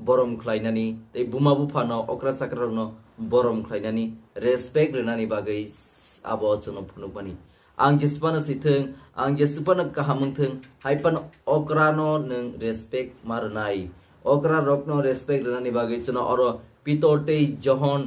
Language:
Kok Borok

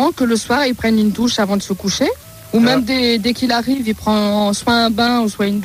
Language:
French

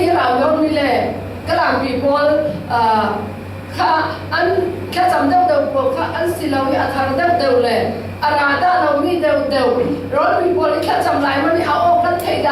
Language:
Falam Chin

